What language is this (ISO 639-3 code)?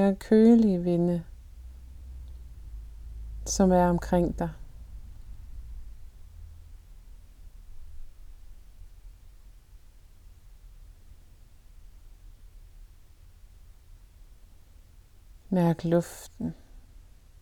dan